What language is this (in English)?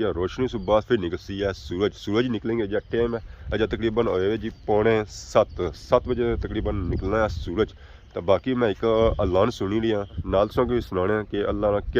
Pahari-Potwari